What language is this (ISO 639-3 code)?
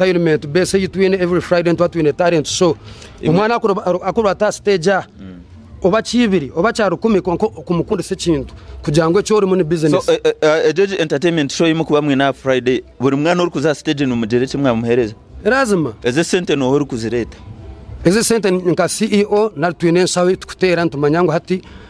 nyn